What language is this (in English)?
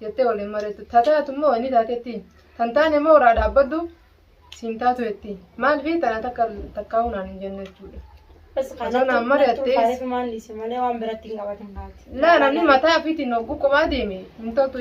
Oromo